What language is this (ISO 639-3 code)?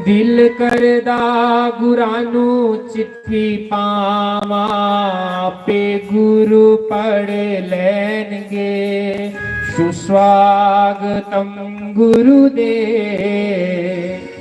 doi